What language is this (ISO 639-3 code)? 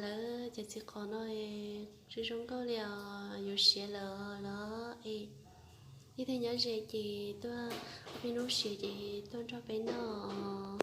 hmn